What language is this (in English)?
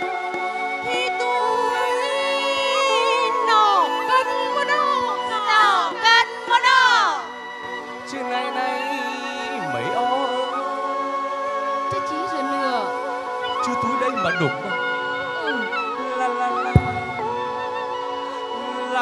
Vietnamese